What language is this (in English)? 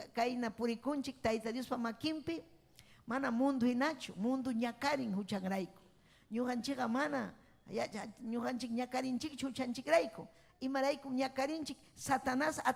Ayacucho Quechua